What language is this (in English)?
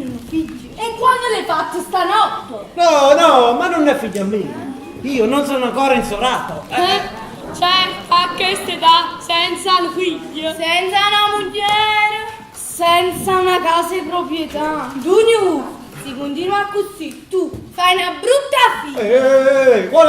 Neapolitan